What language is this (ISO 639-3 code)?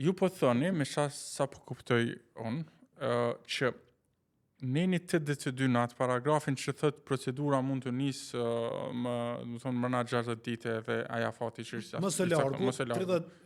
sqi